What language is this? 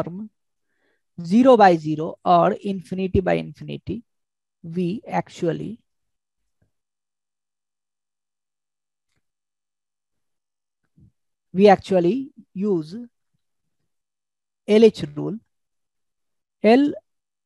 Hindi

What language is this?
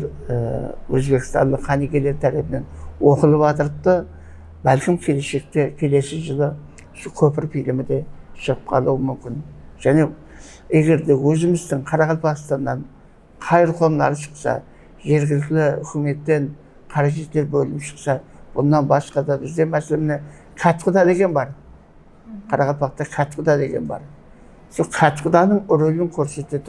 Kara-Kalpak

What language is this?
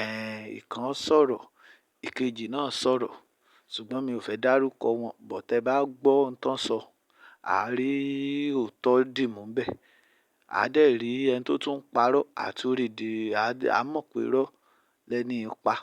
Yoruba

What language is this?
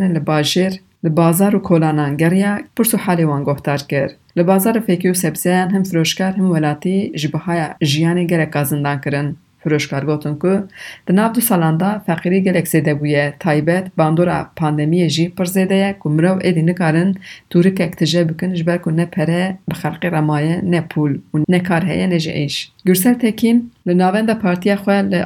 Kurdish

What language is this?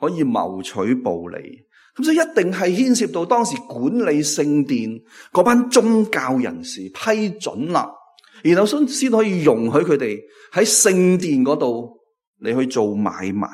Cantonese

